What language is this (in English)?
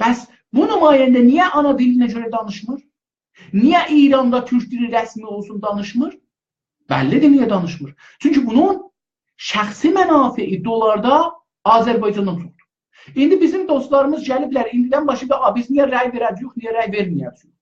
South Azerbaijani